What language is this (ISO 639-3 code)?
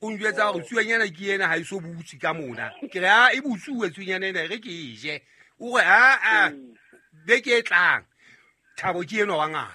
sot